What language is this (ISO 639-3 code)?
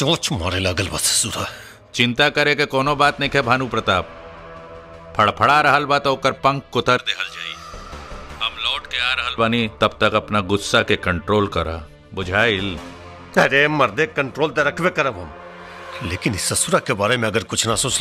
bho